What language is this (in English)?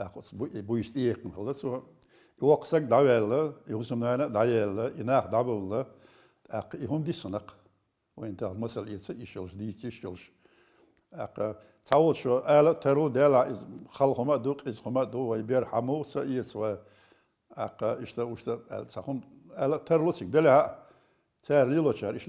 Chechen